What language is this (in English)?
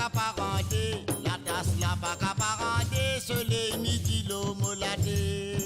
Morisyen